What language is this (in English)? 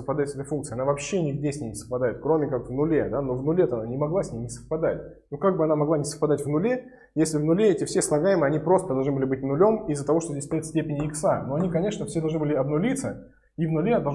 Russian